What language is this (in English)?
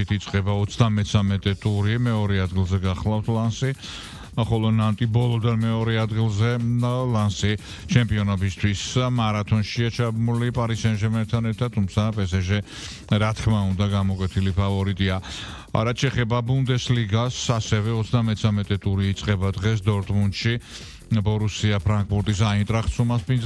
Georgian